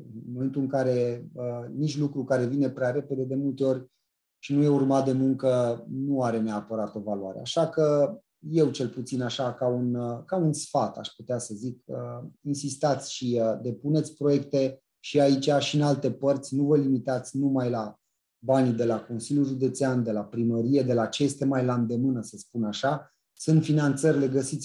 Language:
Romanian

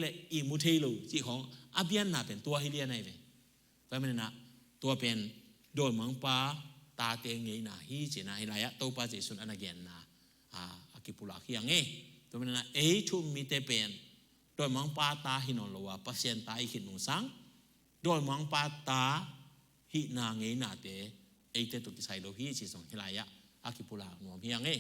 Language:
Tedim Chin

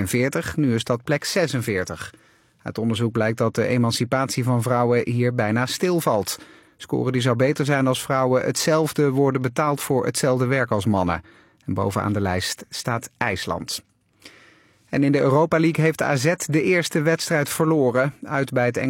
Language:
Dutch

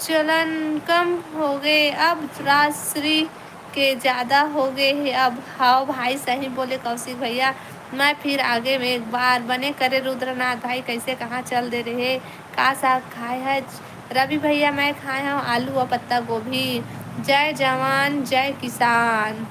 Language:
Chhattisgarhi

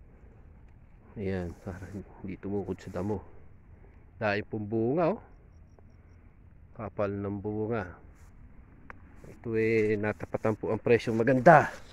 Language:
Filipino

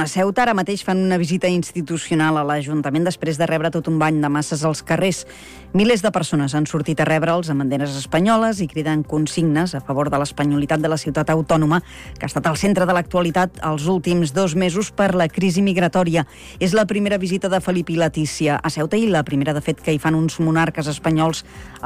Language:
Catalan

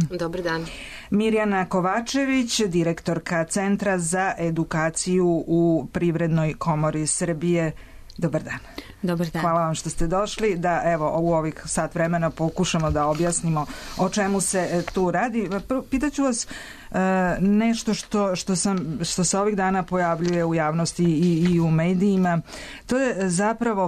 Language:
Serbian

